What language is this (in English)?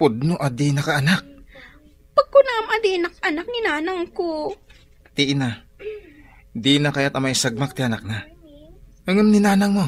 Iloko